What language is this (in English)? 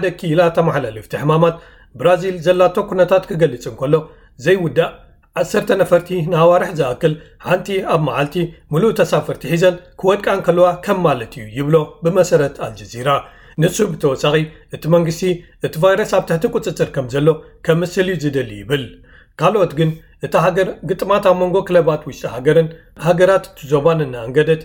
Tigrinya